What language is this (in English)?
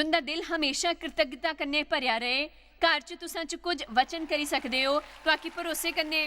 Dogri